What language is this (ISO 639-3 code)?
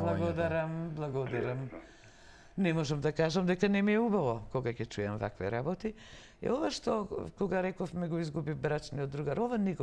mkd